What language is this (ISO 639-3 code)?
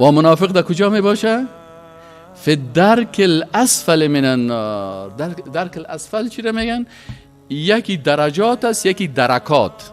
fas